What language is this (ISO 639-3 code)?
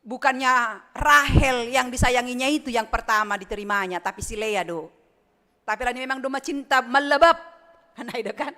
bts